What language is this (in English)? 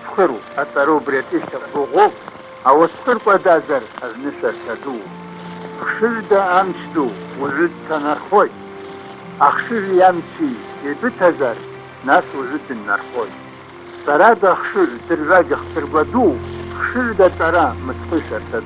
Abkhazian